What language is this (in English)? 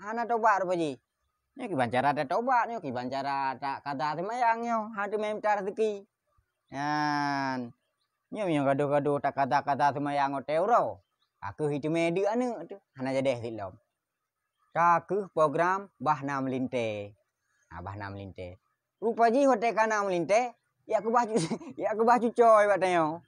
Achinese